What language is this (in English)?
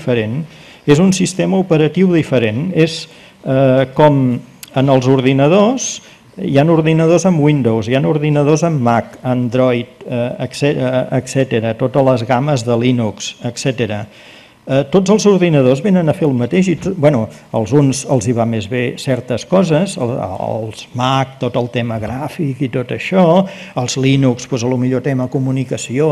Catalan